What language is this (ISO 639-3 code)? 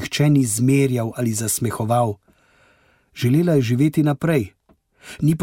slv